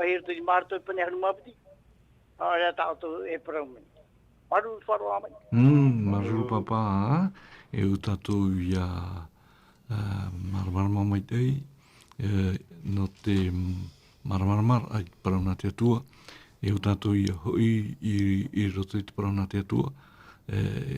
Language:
Tahitian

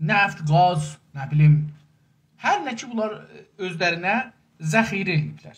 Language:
South Azerbaijani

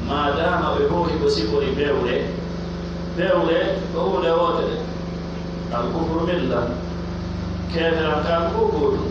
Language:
Pular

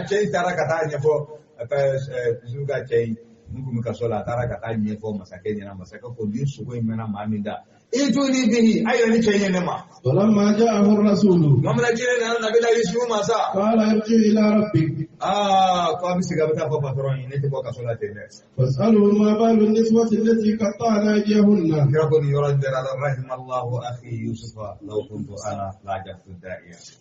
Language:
Bambara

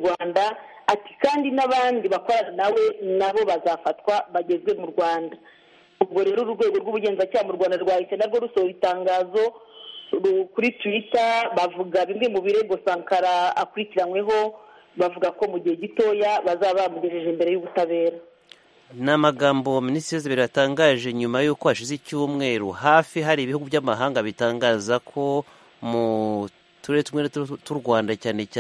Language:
Kinyarwanda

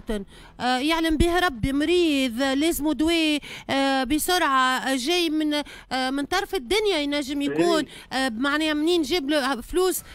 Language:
Tunisian Arabic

